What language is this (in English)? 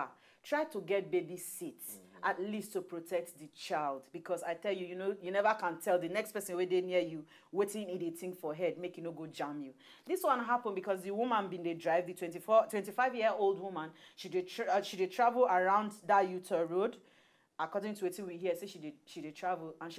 Nigerian Pidgin